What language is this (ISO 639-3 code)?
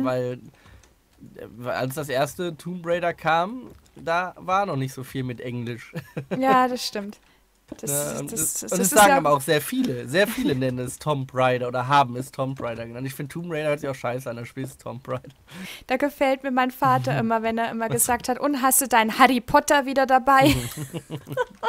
deu